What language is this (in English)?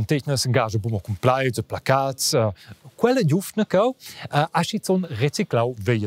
Romansh